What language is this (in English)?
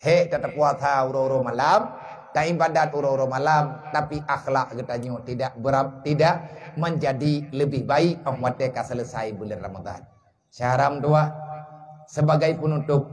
Achinese